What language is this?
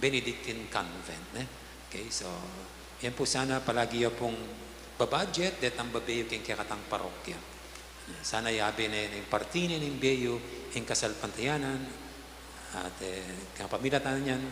Pampanga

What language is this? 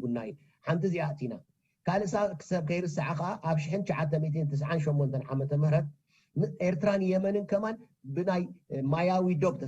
Tigrinya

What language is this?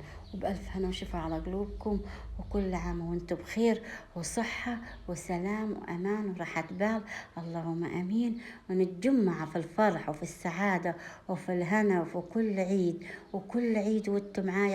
Egyptian Arabic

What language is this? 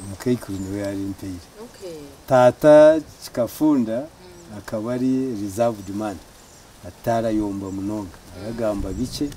Nyankole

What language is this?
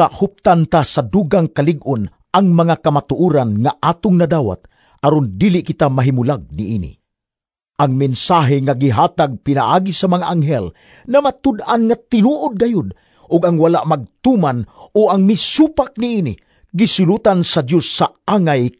Cebuano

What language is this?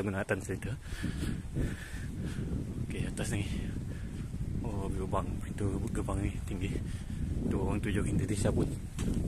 Malay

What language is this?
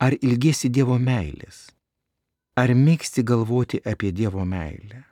Lithuanian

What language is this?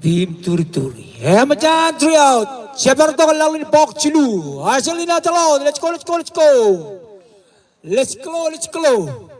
Marshallese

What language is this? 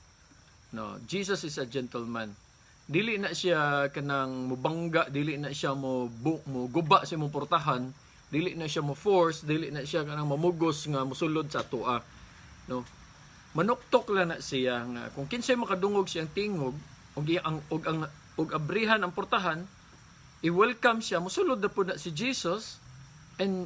Cebuano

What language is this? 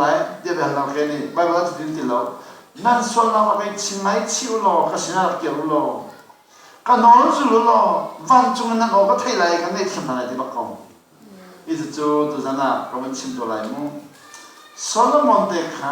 Hakha Chin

